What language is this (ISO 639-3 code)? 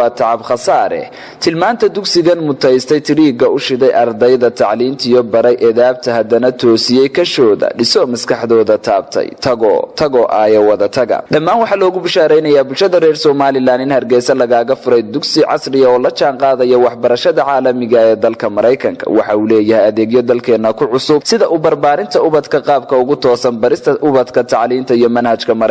som